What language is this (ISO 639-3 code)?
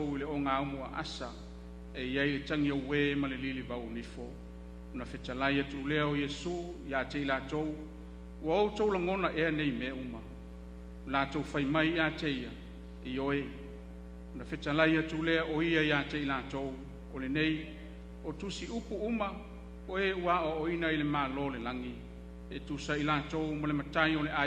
smo